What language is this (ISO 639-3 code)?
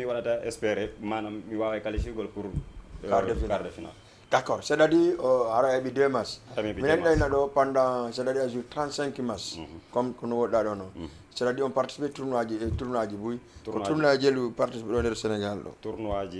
ful